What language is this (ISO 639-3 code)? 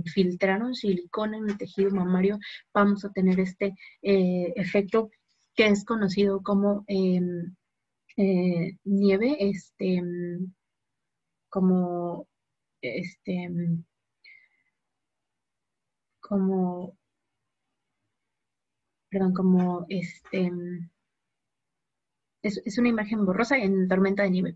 spa